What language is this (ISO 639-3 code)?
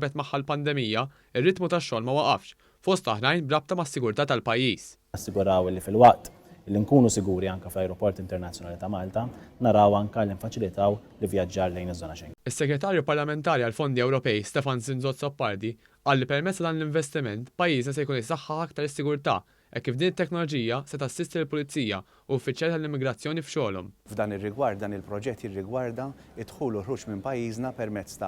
mlt